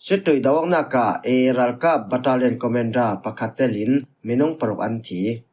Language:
Falam Chin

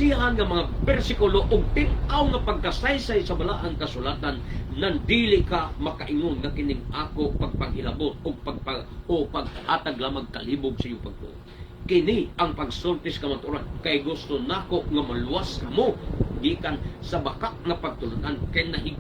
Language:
Cebuano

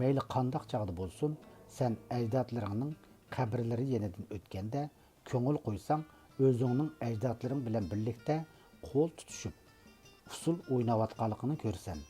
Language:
Uyghur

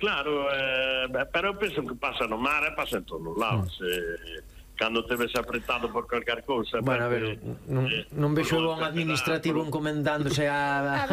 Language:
Galician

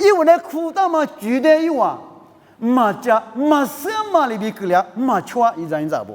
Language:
Lisu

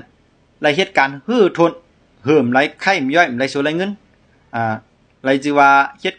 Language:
Shan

